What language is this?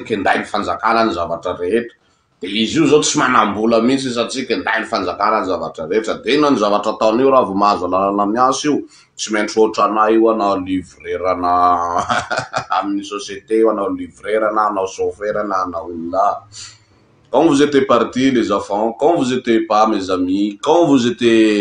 Malagasy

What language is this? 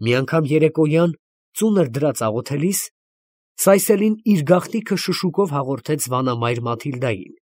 Armenian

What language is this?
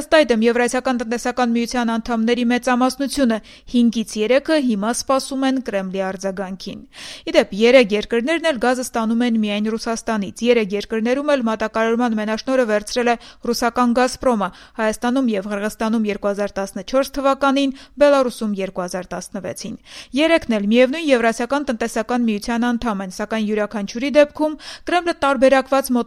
Armenian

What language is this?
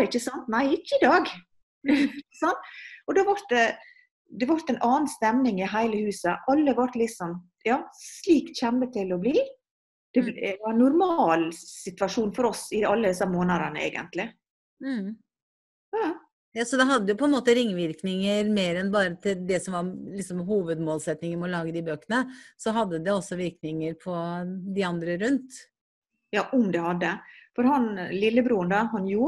Norwegian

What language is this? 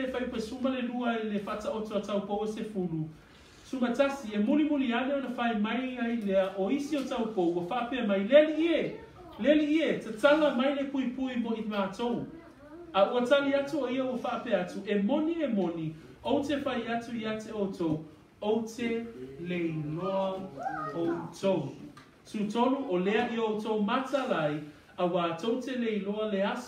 Samoan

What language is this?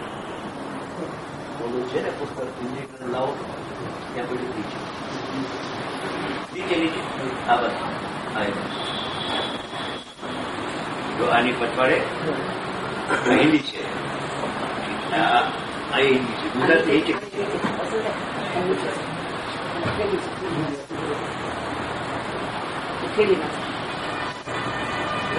Gujarati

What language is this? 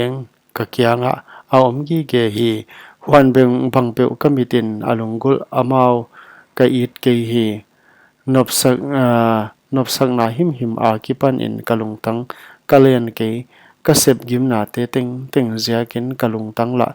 Paite Chin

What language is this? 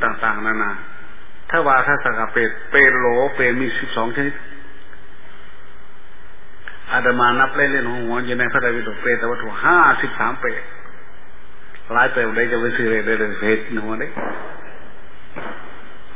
Thai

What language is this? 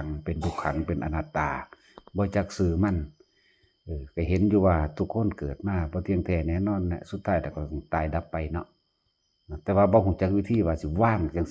Lao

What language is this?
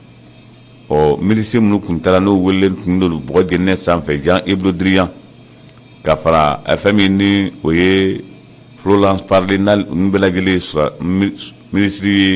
Bambara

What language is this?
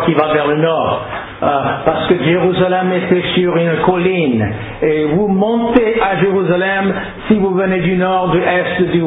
French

